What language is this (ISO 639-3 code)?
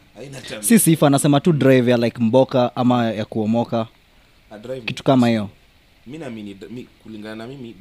swa